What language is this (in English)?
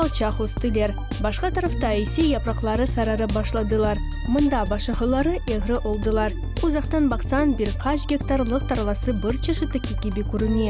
Crimean Tatar